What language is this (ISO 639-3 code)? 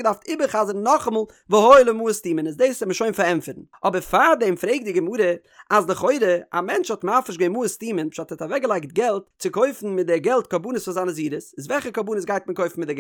yid